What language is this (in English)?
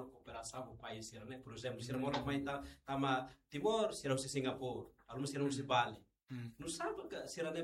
Tetum